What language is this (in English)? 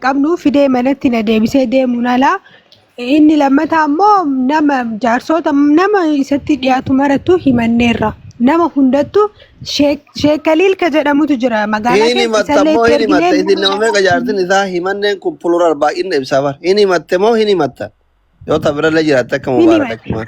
Oromo